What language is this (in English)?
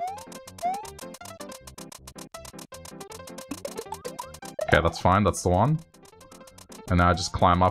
English